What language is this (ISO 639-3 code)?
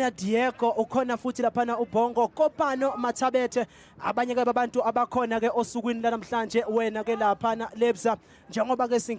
zul